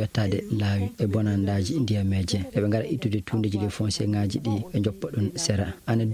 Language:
Fula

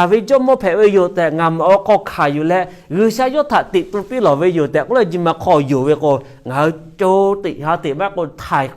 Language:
Lahu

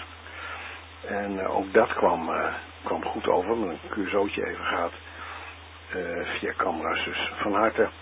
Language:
Dutch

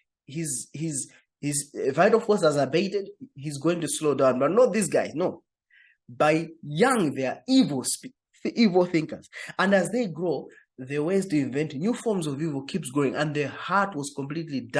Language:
English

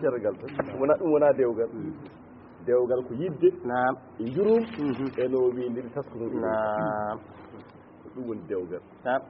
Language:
Fula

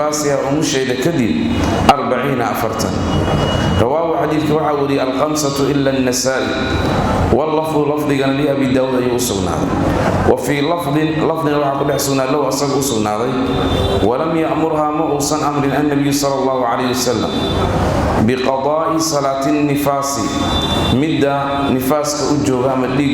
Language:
Somali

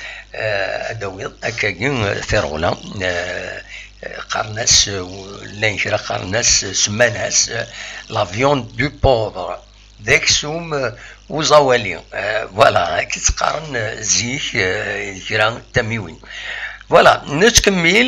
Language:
Kabyle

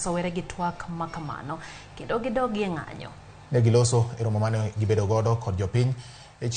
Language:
Luo (Kenya and Tanzania)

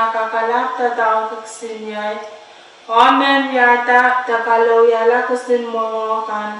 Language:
Pohnpeian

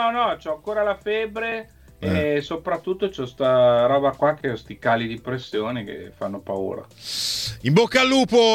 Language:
Italian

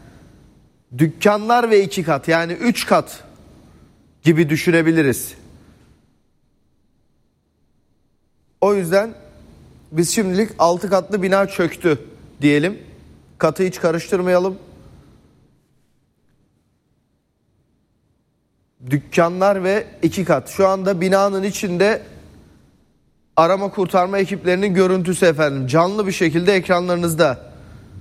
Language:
Turkish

